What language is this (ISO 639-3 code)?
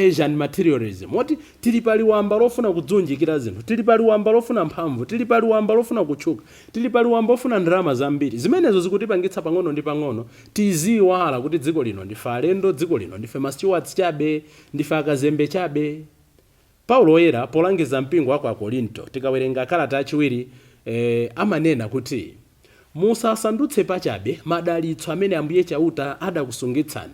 nya